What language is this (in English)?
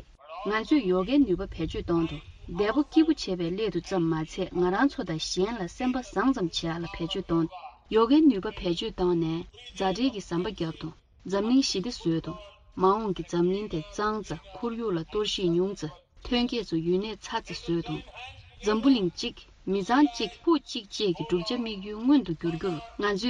Tibetan